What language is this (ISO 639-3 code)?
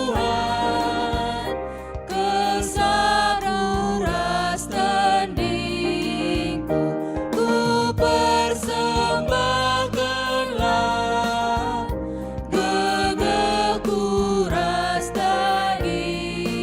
btx